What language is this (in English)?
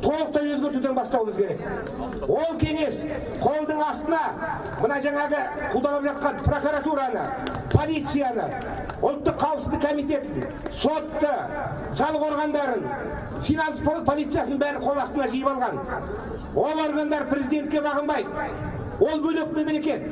Kazakh